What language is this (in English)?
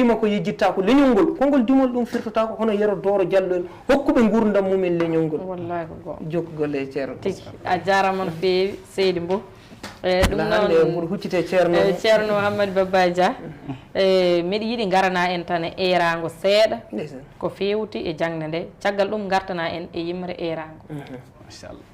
Fula